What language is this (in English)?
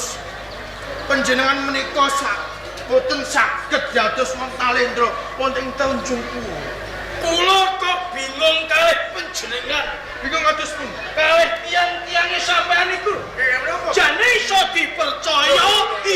Javanese